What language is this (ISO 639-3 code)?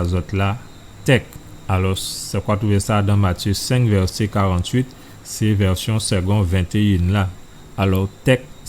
gcf